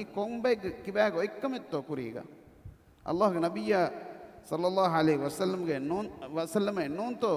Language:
Divehi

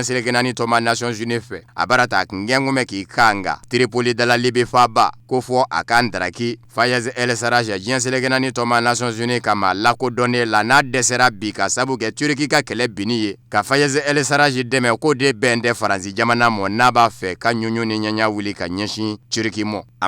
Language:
Bambara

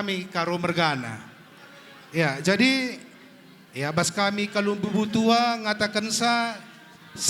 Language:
Batak Karo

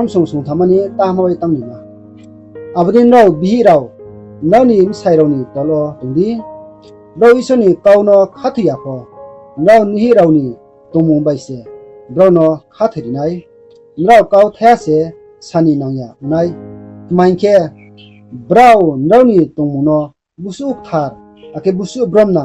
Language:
Riang (India)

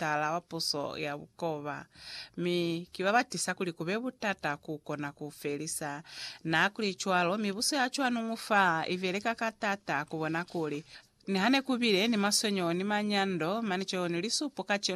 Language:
Lozi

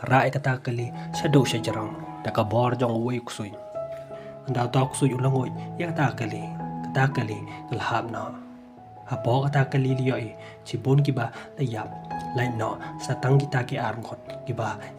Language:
Khasi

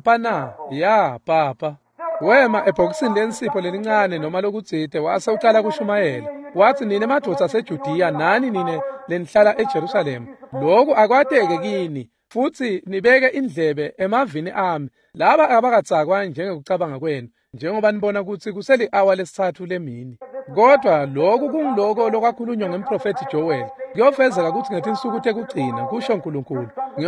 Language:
Swati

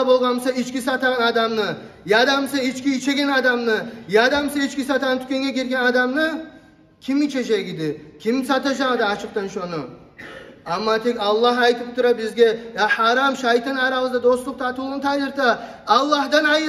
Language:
Kumyk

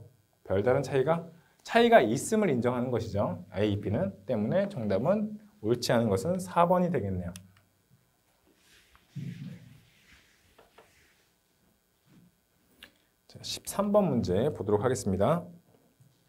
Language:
Korean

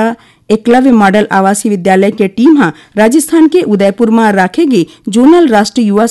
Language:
Chhattisgarhi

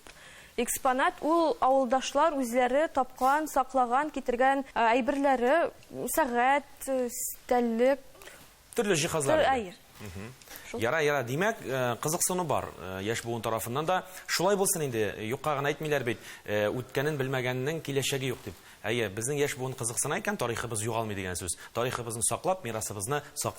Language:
Tatar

